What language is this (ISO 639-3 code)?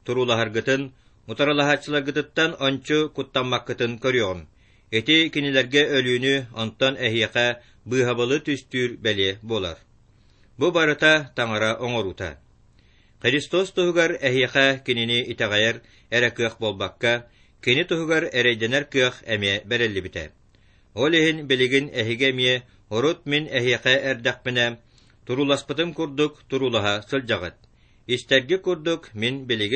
sah